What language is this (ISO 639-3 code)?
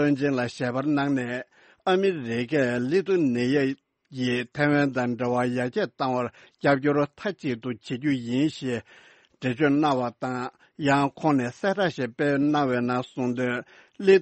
bod